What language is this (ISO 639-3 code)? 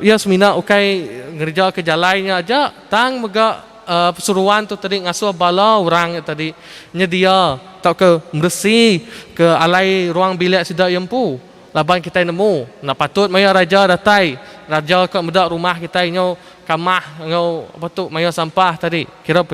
iba